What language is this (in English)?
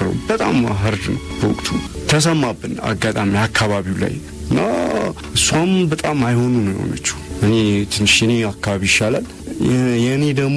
Amharic